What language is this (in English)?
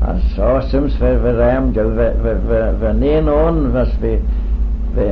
Manx